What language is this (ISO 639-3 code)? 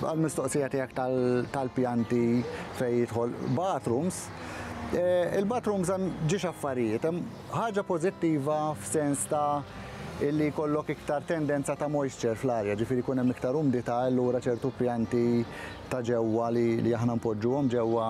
mlt